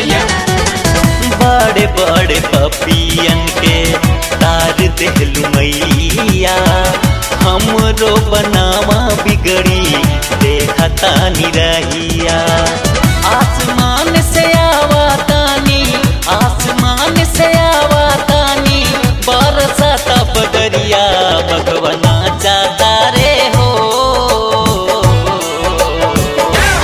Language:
Bhojpuri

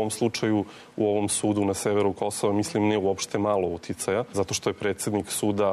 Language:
Serbian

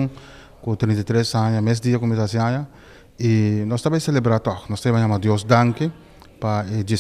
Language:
Papiamento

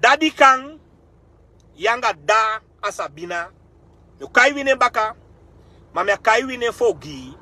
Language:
Sranan Tongo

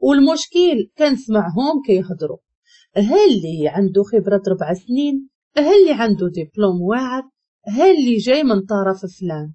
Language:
Moroccan Arabic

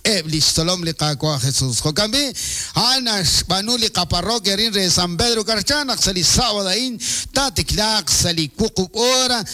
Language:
Kekchí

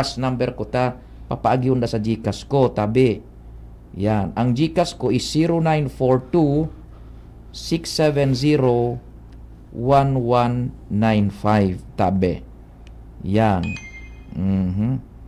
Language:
Bikol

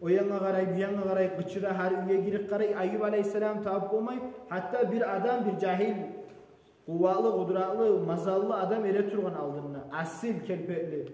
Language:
Kumyk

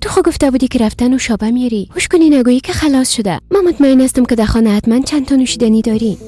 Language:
Persian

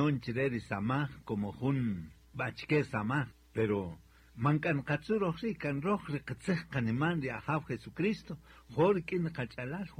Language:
Kaqchikel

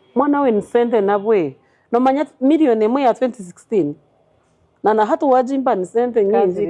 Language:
Nyankole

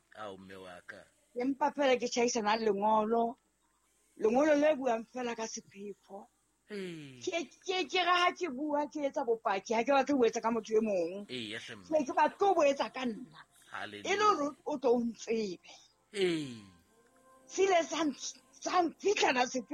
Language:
Southern Sotho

